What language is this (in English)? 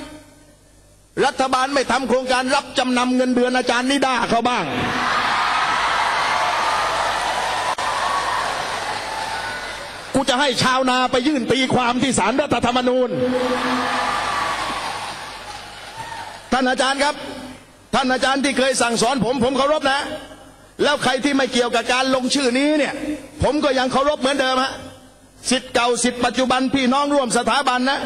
Thai